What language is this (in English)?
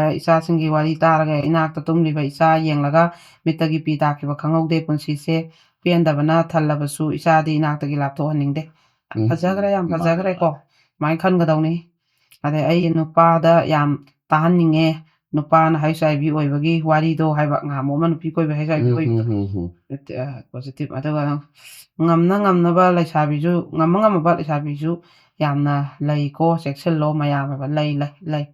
Manipuri